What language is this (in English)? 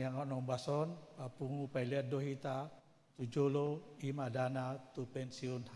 Batak Toba